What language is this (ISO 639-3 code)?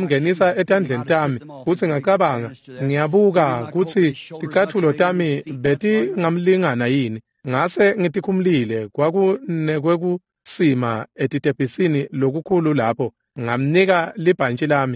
ssw